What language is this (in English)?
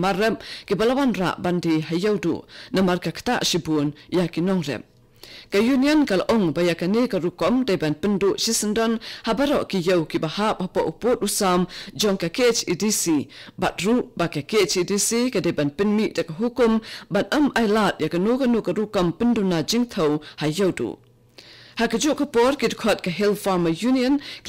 Khasi